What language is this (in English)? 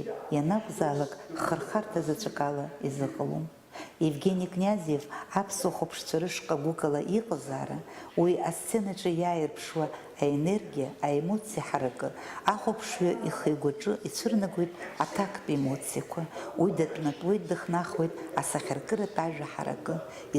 Abkhazian